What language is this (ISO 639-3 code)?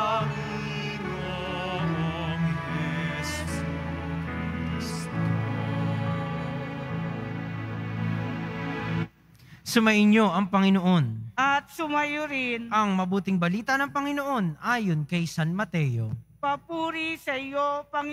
fil